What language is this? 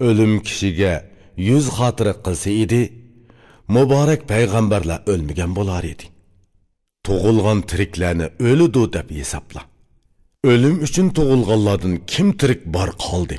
Uyghur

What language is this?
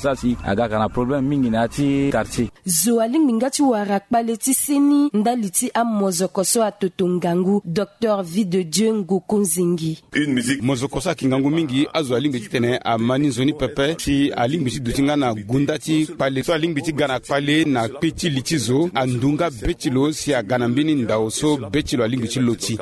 Sango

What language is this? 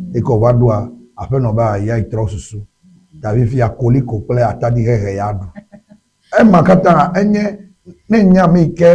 Ewe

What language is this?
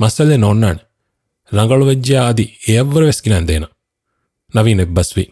Divehi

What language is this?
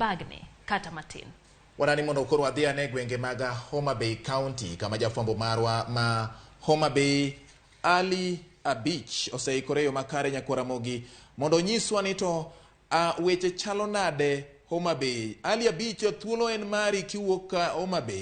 Luo (Kenya and Tanzania)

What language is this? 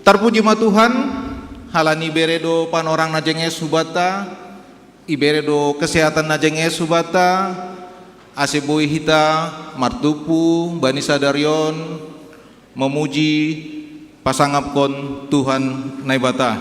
Batak Simalungun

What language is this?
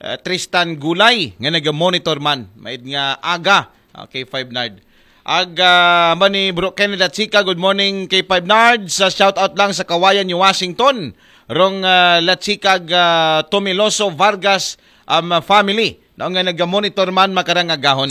Aklanon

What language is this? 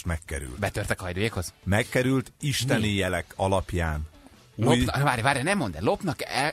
Hungarian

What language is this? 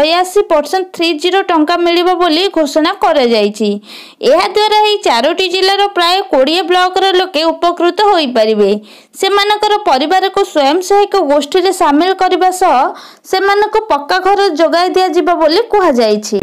Odia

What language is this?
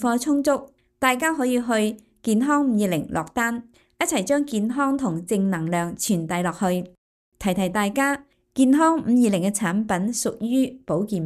Cantonese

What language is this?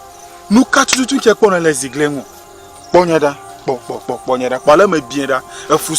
Ewe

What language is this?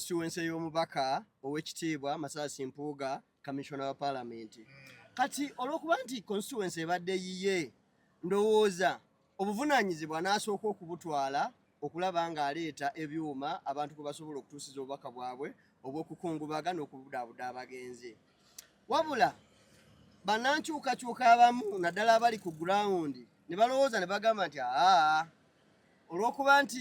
Ganda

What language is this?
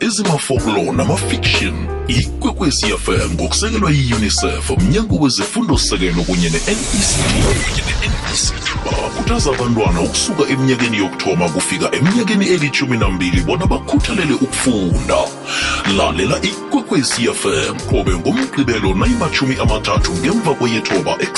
South Ndebele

